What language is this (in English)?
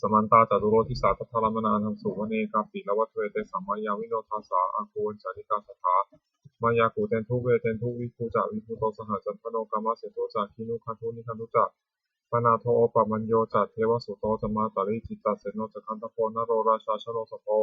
Pali